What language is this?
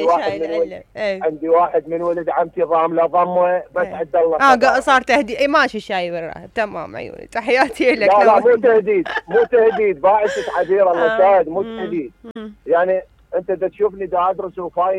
Mesopotamian Arabic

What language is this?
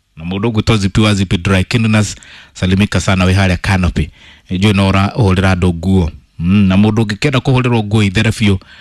Kikuyu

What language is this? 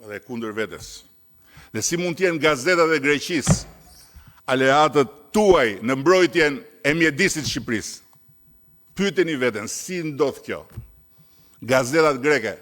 Albanian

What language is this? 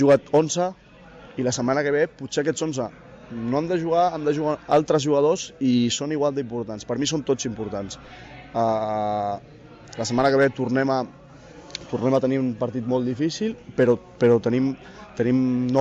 Catalan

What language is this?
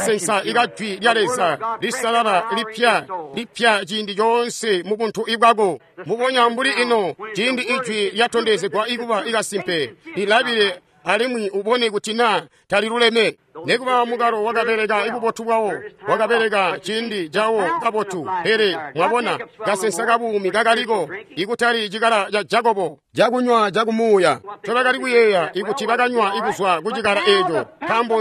Tonga (Zambia)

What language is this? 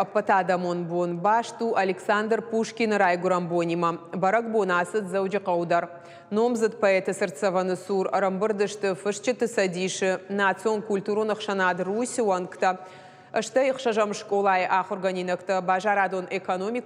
Ossetic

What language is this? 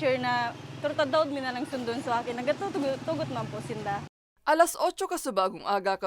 Bikol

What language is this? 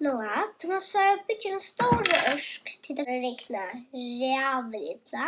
Faroese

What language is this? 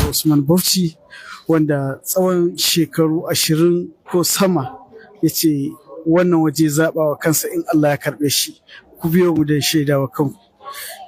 Hausa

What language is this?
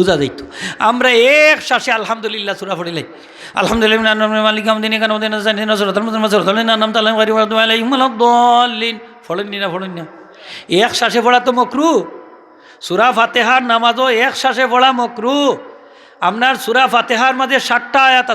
Sylheti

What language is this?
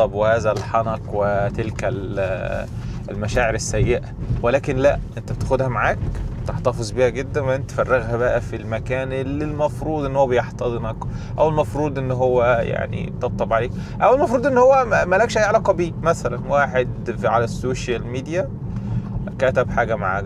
Egyptian Arabic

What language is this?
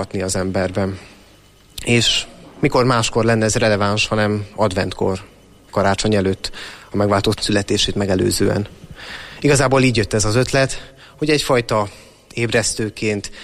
Hungarian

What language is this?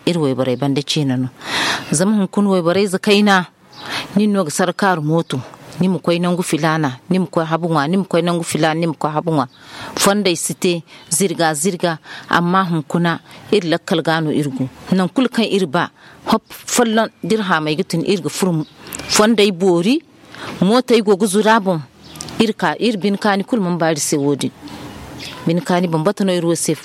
Zarma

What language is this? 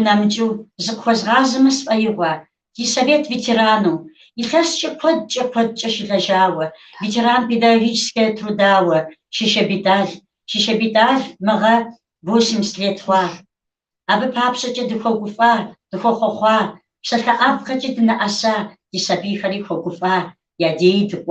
Kabardian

